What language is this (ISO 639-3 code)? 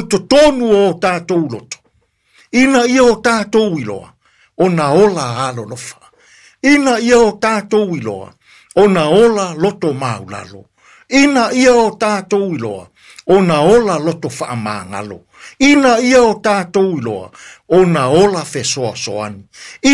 smo